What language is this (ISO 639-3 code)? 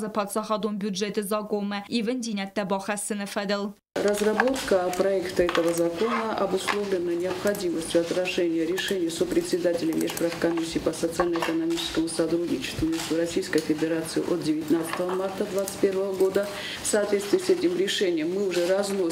oss